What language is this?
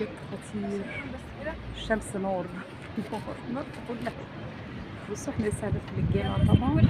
Egyptian Arabic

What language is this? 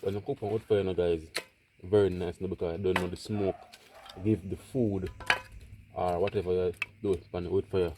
Jamaican Creole English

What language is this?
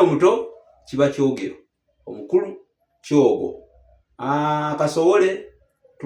Ganda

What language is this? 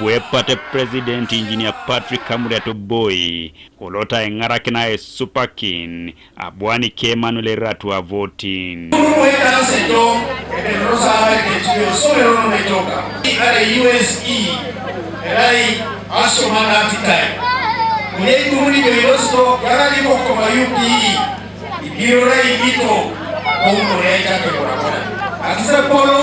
Teso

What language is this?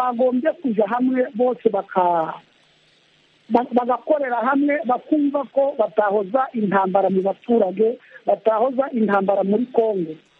Kinyarwanda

